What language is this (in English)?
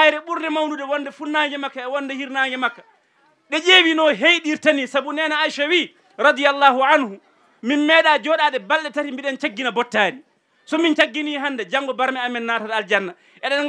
Fula